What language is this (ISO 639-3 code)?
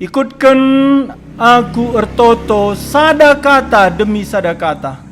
btx